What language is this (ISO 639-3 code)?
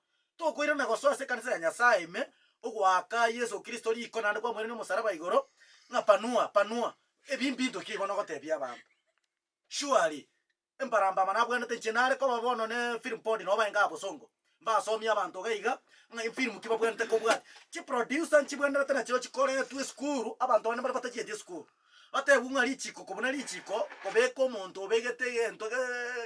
guz